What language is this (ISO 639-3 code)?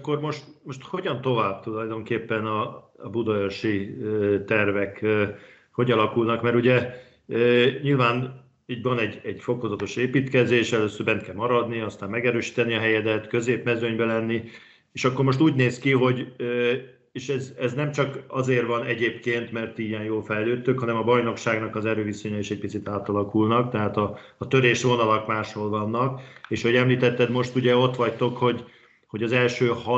hun